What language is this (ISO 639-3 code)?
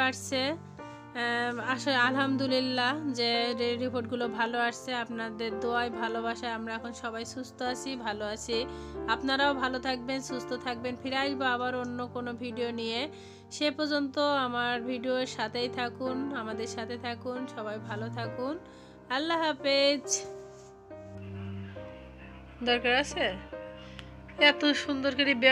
ben